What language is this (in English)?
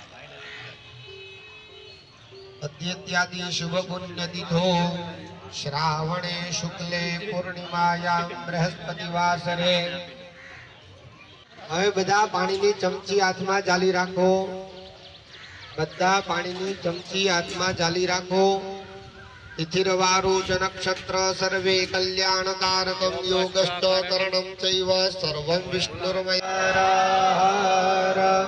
Gujarati